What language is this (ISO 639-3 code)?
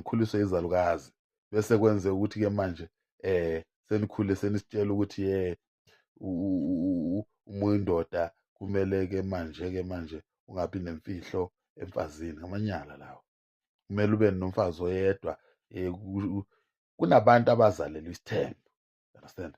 zul